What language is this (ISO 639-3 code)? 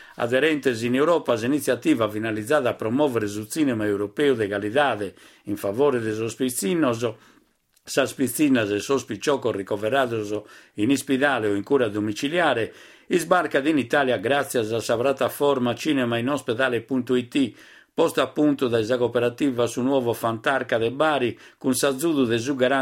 srd